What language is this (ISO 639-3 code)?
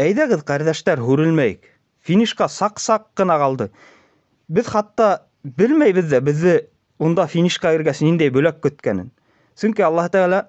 bak